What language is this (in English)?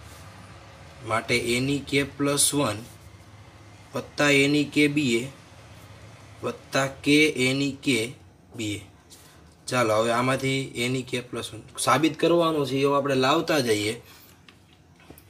Gujarati